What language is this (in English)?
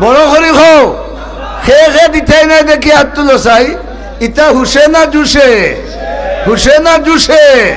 Sylheti